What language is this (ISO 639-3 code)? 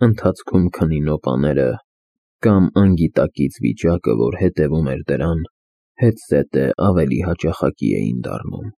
hye